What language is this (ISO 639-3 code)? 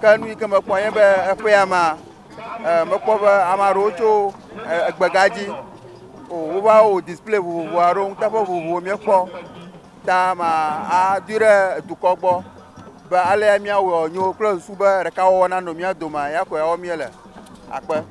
ewe